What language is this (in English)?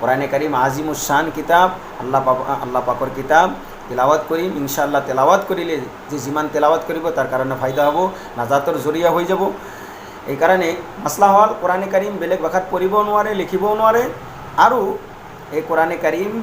Assamese